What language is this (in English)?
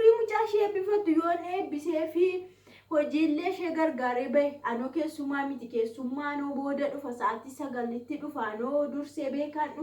Oromo